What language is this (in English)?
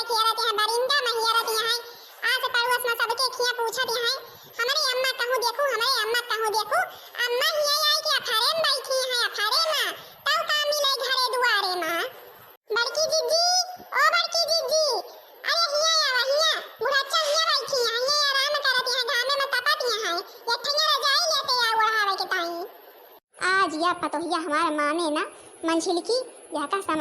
Awadhi